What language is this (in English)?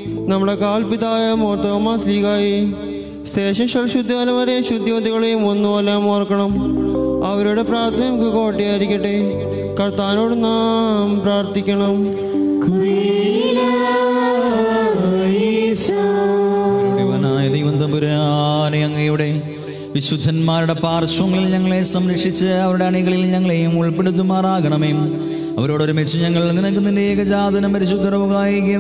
Malayalam